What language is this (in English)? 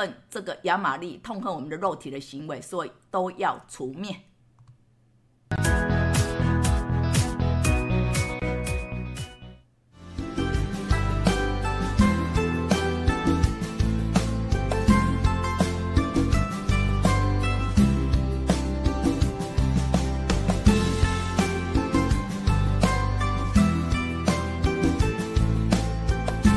Chinese